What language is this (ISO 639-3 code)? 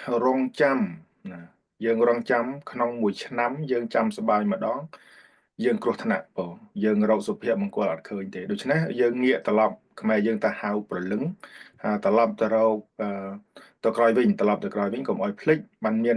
khm